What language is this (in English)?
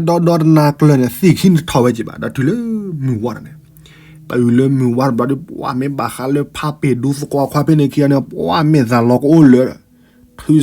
S'gaw Karen